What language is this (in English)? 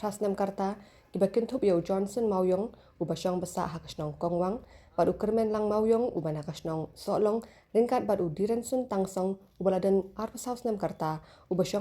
Khasi